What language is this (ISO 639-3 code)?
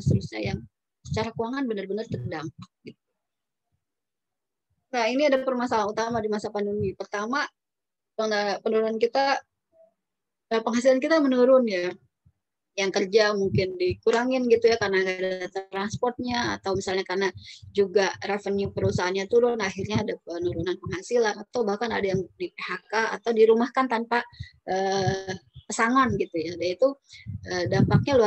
ind